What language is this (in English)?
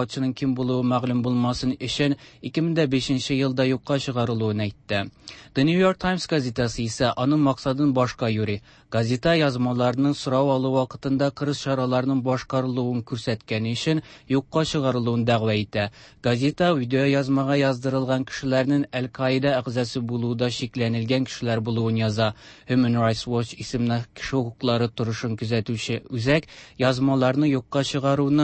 Tatar